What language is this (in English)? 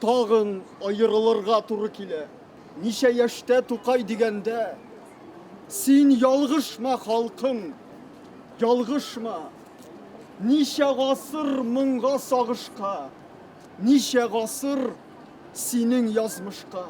Tatar